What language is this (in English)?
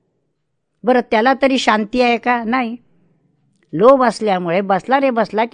Marathi